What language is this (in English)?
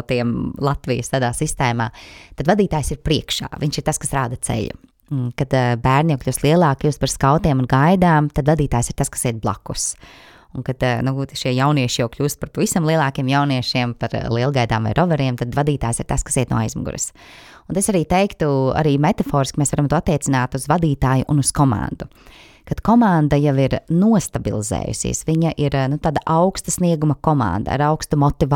Latvian